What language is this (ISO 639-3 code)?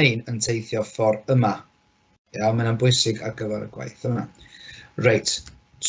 cym